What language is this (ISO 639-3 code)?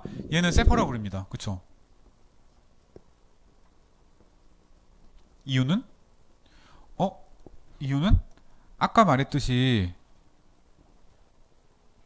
kor